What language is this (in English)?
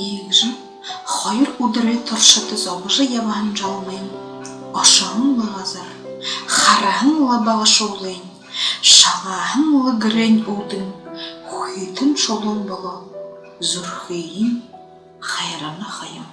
Buriat